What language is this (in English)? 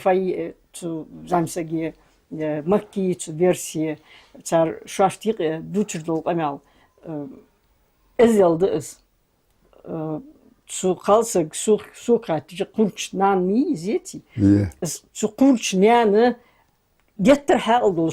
Ingush